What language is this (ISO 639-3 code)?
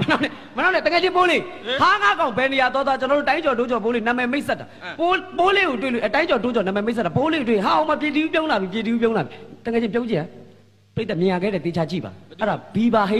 mya